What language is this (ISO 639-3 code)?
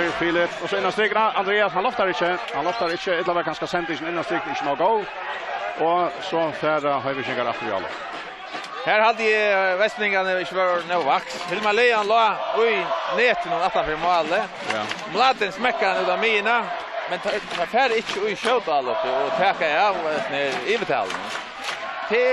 fao